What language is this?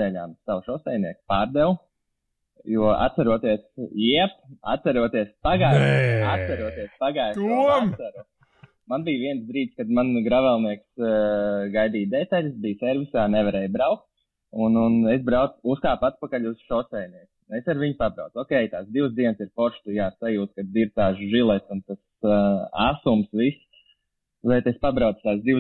Latvian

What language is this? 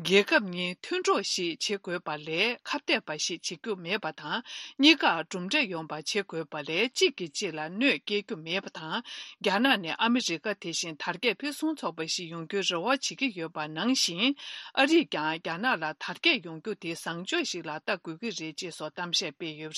Tibetan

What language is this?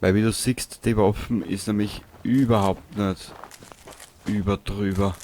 Bavarian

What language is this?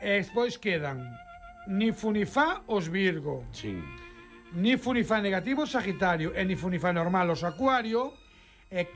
Galician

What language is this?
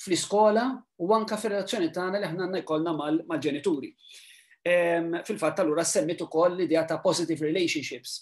Maltese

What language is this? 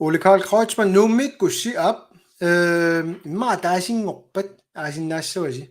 Kalaallisut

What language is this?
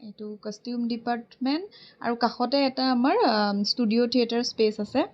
Assamese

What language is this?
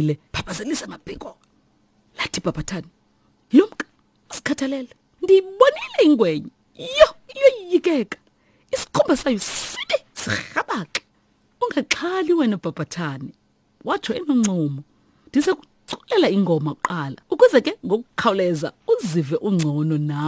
Xhosa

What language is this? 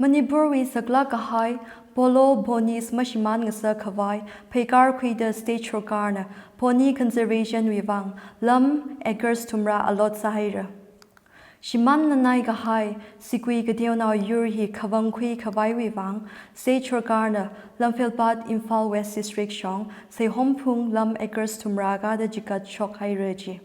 Tangkhul Naga (India)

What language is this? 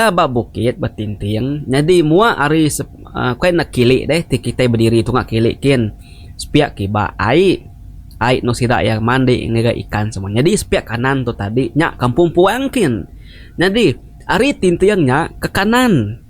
Iban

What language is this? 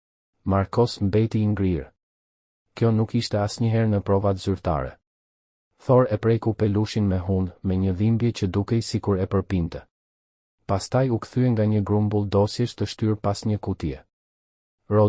Albanian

